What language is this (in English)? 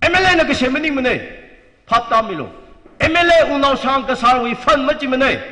Tangkhul Naga (India)